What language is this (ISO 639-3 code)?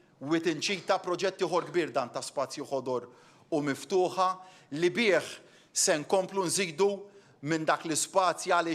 mlt